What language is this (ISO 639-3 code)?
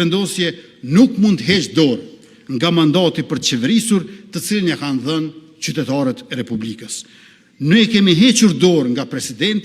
sqi